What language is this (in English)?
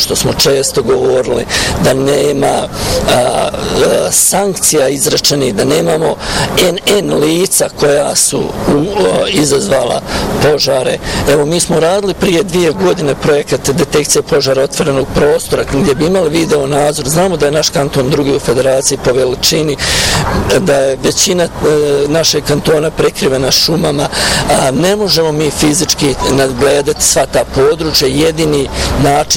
Bosnian